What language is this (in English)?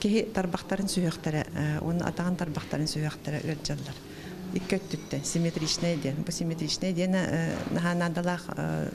Yakut